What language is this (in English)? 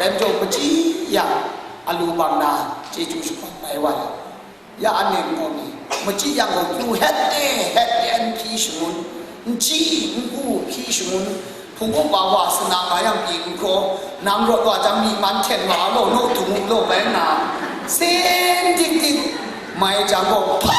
Kachin